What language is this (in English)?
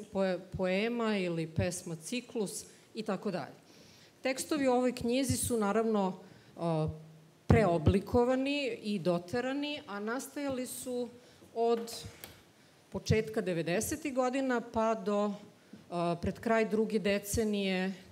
Serbian